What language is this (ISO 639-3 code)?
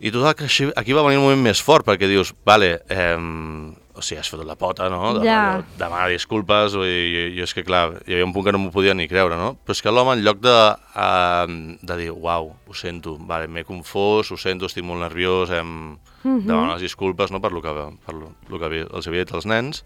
cat